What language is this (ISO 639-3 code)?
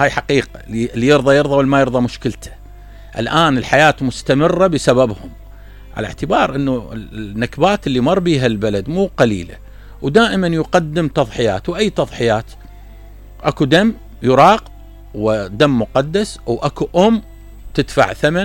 acm